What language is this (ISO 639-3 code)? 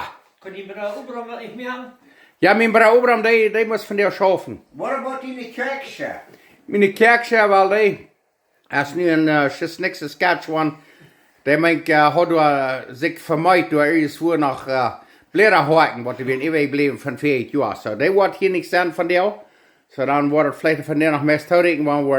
pdt